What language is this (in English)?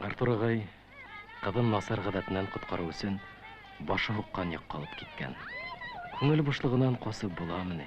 Bashkir